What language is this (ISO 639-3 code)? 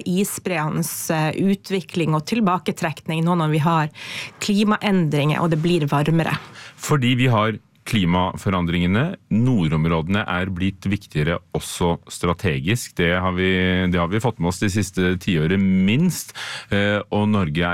nor